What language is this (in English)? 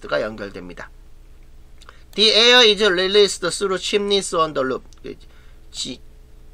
Korean